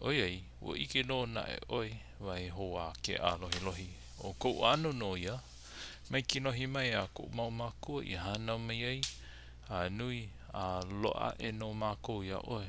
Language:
Hawaiian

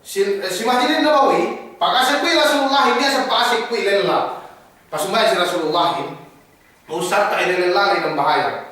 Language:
Yakan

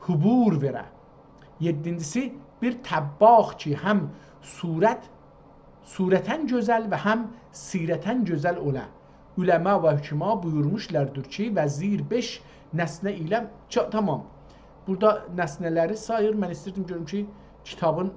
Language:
South Azerbaijani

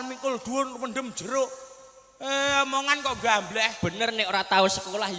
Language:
Javanese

